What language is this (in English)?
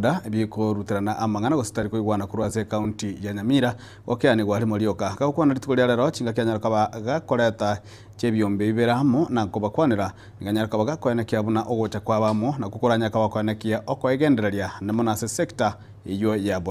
Gusii